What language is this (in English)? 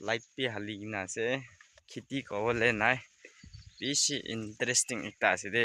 Naga Pidgin